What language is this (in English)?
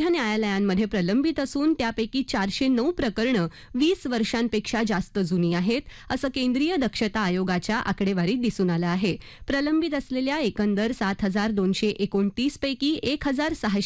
Marathi